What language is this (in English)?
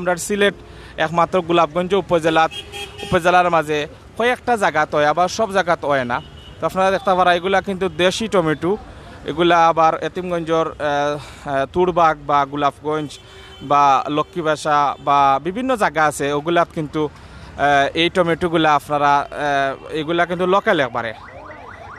Sylheti